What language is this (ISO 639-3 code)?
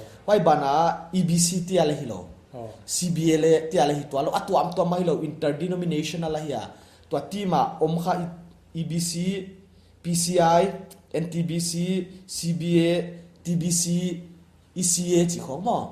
pck